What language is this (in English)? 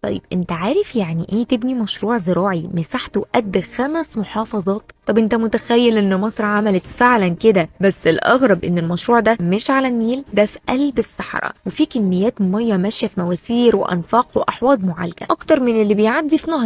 Egyptian Arabic